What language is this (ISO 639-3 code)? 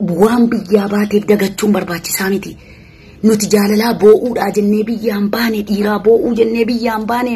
orm